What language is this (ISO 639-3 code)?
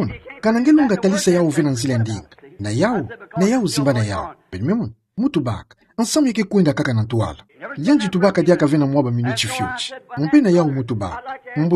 ktu